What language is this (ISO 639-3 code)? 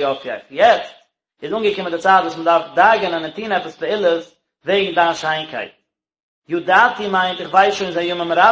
yid